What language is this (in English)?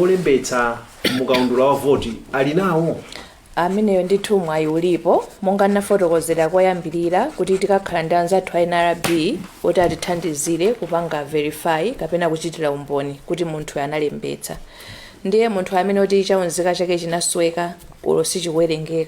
Nyanja